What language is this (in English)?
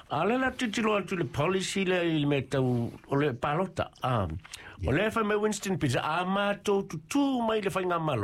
Samoan